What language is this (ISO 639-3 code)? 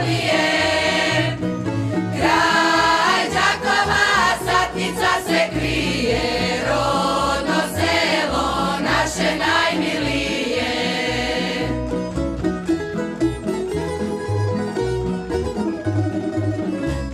hrv